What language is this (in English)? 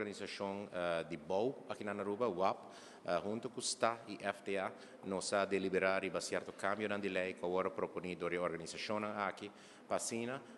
Papiamento